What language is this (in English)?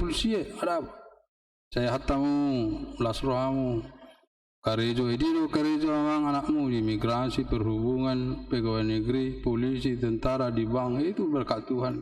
Batak Toba